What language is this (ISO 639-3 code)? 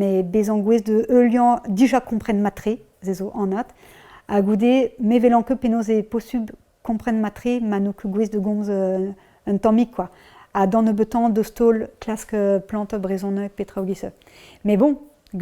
bre